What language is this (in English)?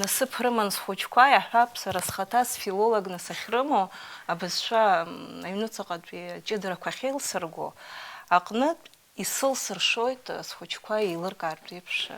Abkhazian